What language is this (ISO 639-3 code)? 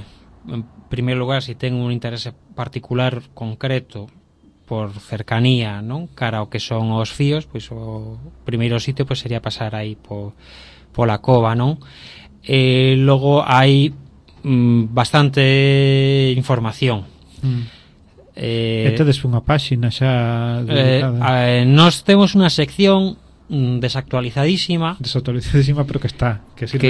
glg